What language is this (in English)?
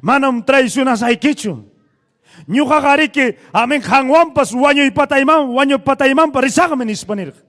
Ayacucho Quechua